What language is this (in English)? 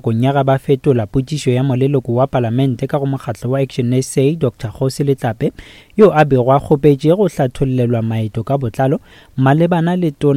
Northern Sotho